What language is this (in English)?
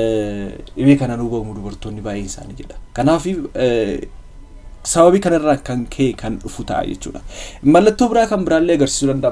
Oromo